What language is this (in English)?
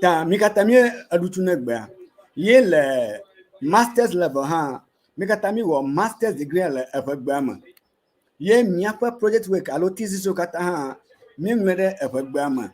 Ewe